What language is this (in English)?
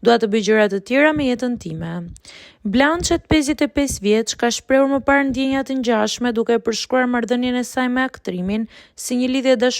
Albanian